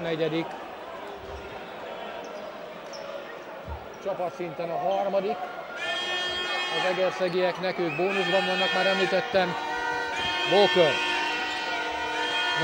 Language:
Hungarian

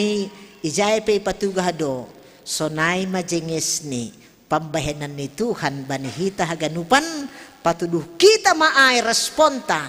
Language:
Batak Simalungun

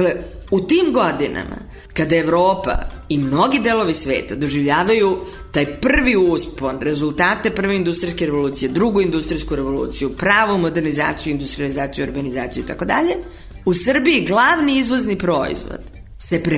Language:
Serbian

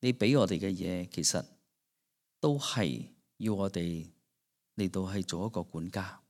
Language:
Cantonese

